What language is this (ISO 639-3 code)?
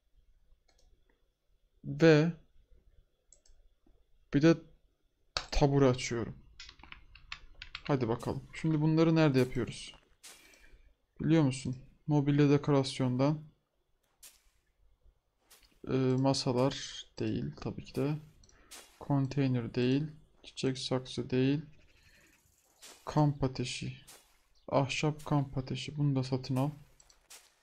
tur